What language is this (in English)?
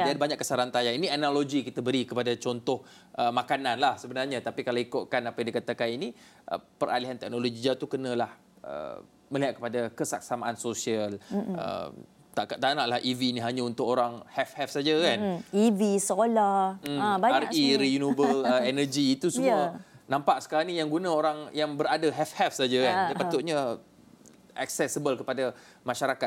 Malay